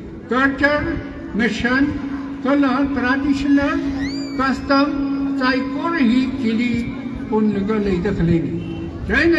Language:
Tangkhul Naga (India)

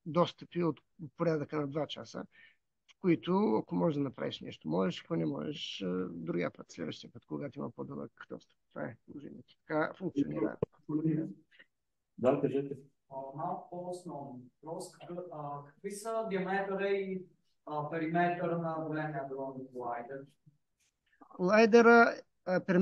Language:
Bulgarian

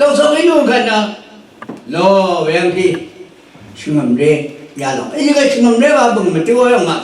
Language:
Rawang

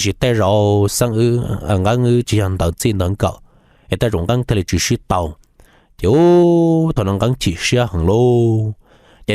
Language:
Hmong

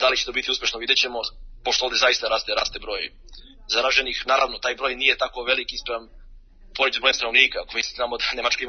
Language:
Serbian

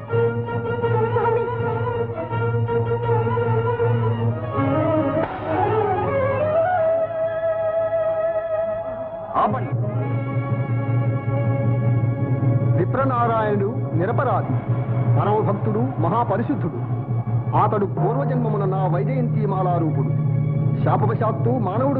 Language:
Telugu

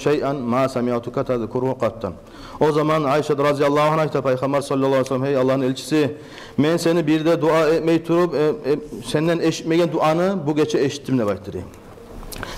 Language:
Kumyk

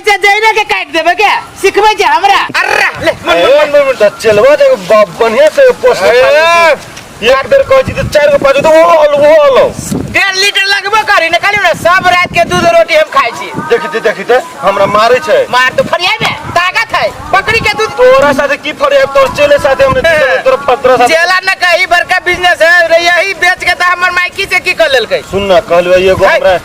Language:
Maithili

